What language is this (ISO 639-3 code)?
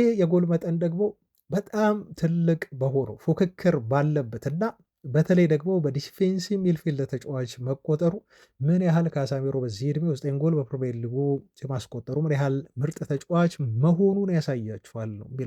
amh